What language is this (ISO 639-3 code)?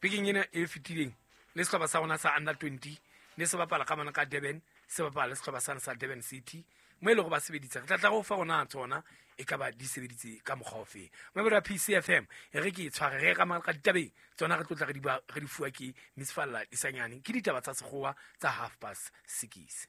sot